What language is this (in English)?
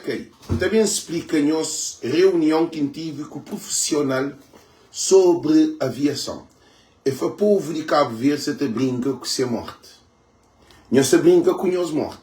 Kabuverdianu